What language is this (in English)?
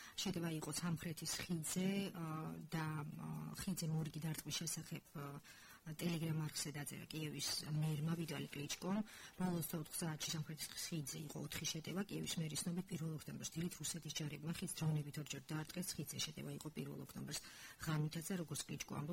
Georgian